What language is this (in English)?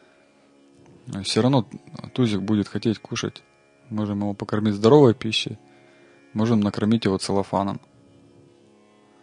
Russian